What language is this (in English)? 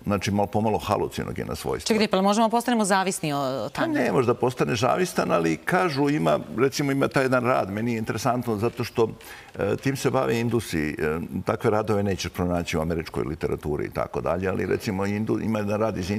Serbian